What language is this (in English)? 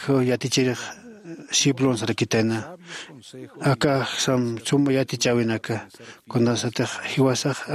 Aymara